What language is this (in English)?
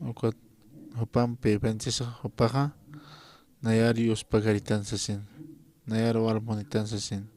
Aymara